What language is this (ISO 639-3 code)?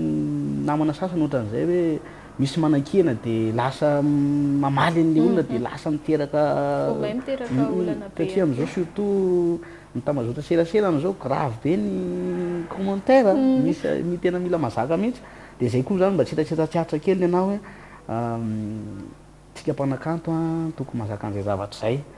mlg